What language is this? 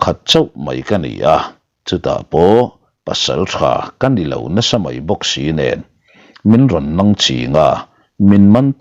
Mizo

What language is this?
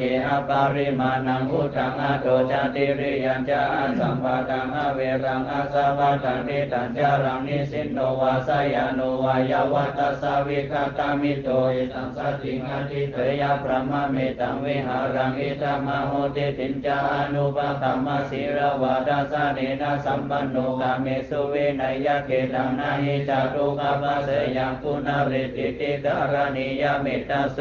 Pali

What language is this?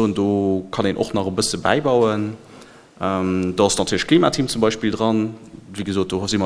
Luxembourgish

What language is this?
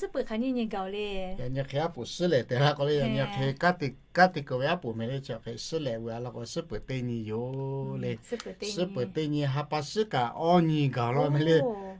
Lahu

